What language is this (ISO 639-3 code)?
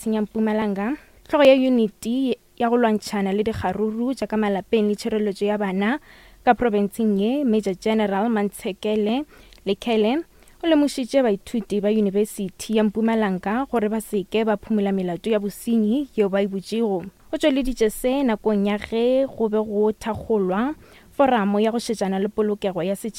nso